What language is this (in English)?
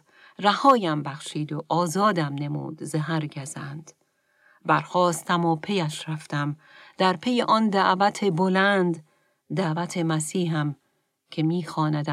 Persian